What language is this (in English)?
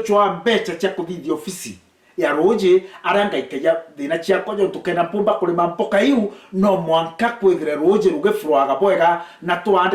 Meru